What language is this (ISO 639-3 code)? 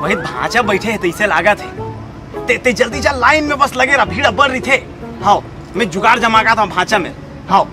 hne